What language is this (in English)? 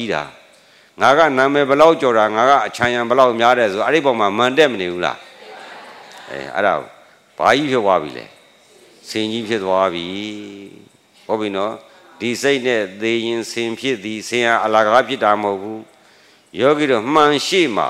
Burmese